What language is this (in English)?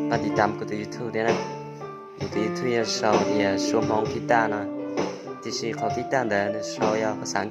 Hmong